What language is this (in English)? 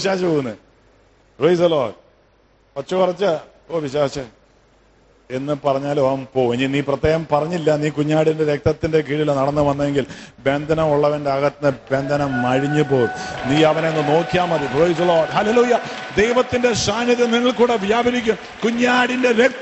Malayalam